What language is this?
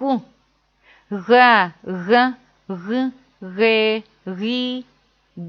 Adyghe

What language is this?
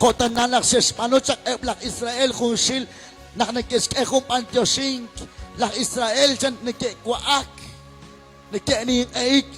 Kekchí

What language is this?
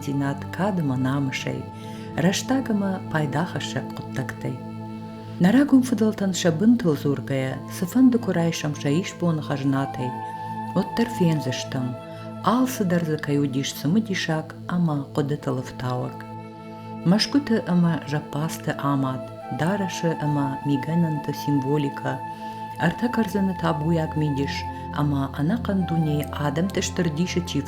Ossetic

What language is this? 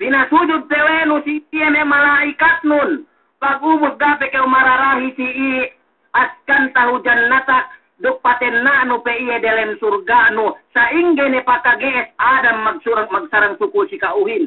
Yakan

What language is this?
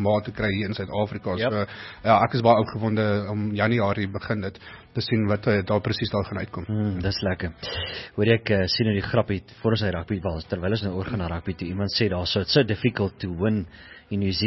Afrikaans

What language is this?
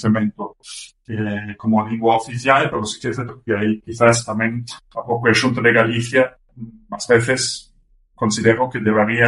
Galician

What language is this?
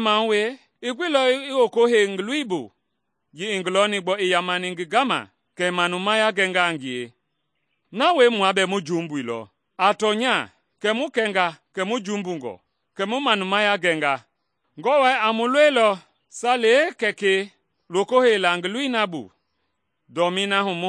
Mende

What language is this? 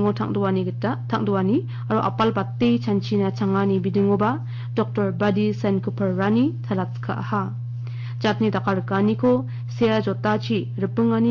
Garo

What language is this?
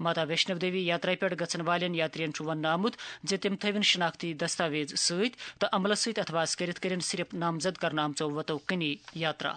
Kashmiri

